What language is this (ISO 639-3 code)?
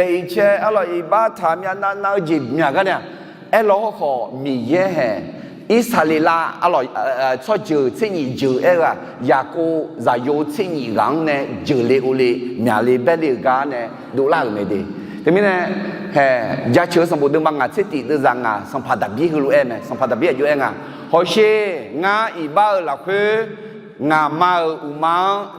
ahk